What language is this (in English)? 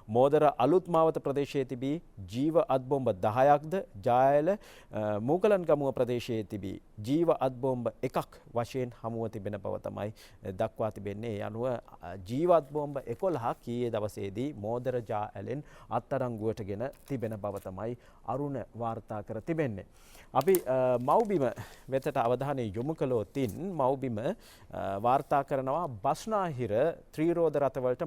Sinhala